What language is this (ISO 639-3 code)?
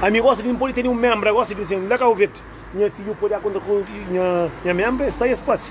kea